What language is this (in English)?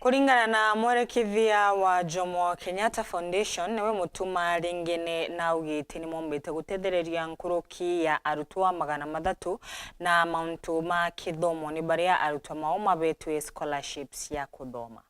Meru